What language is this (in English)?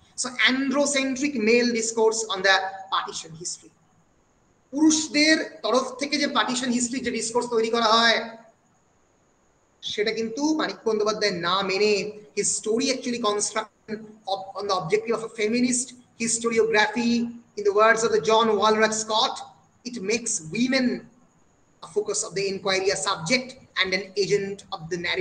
Bangla